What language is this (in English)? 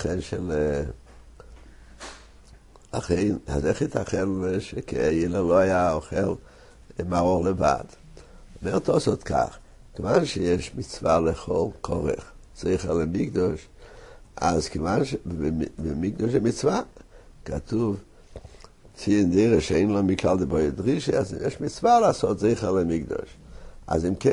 Hebrew